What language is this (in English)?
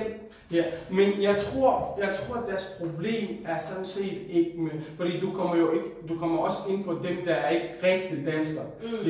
Danish